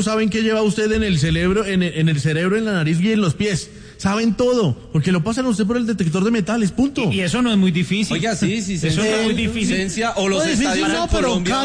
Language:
Spanish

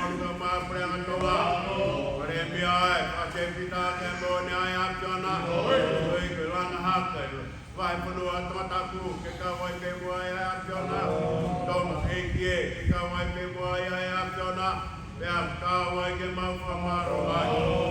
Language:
Tongan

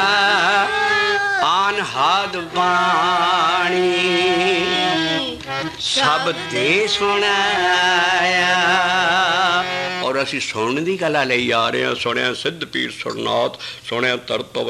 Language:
Punjabi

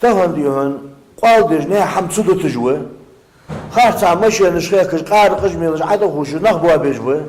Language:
Ingush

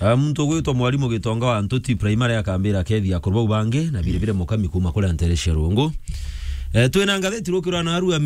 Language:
Meru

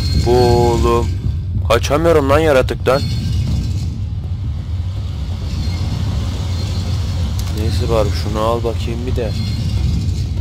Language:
Turkish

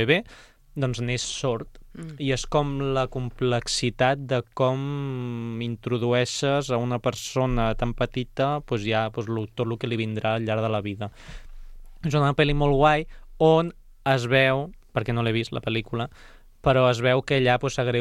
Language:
Catalan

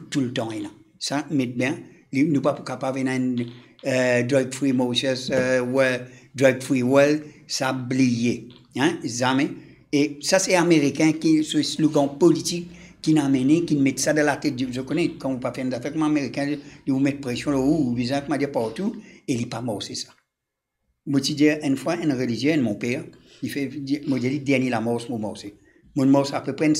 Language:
Morisyen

